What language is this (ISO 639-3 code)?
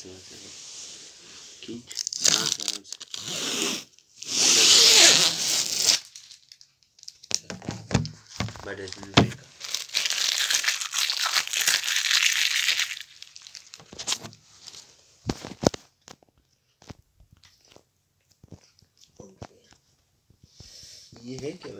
hin